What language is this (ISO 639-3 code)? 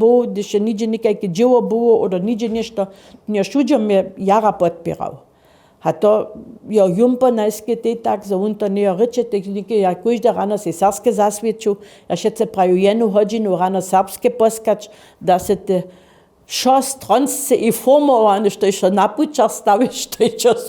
hsb